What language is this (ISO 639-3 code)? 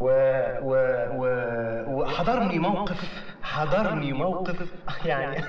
arz